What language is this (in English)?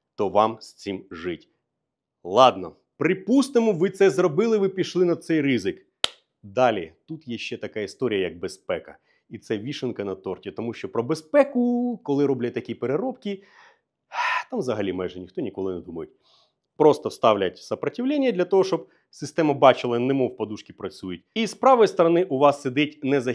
Ukrainian